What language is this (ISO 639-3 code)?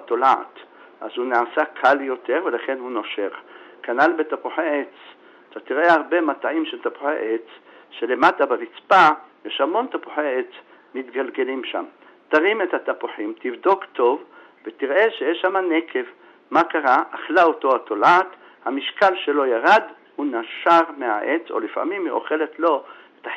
heb